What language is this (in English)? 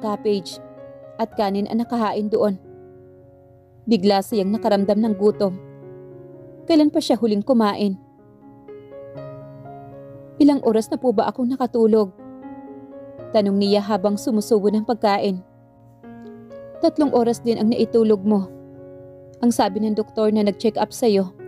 Filipino